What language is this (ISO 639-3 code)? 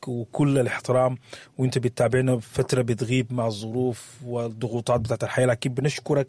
apd